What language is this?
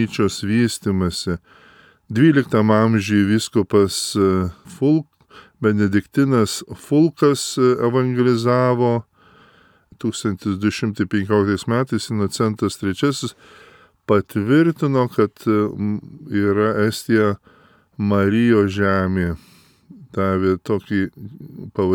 Lithuanian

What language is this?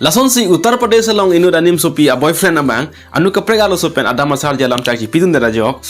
Karbi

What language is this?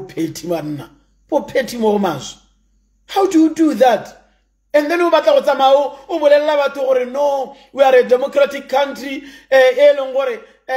Tswana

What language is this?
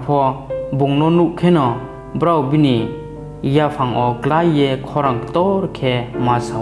Riang (India)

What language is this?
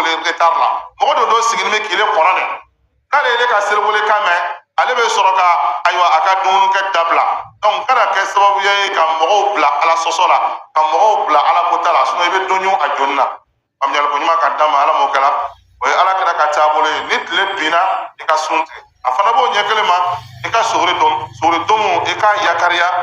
Bambara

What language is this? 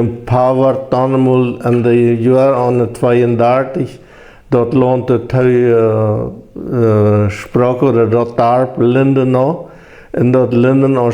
Plautdietsch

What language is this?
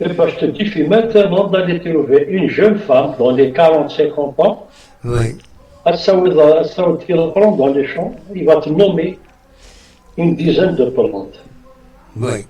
Kabyle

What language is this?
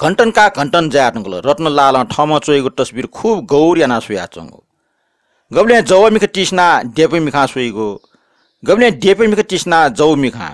Newari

